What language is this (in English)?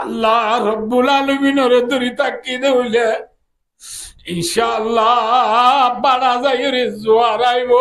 Rohingya